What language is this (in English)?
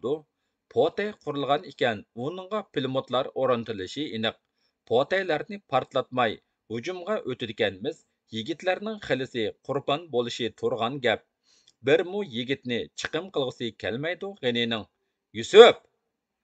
Uyghur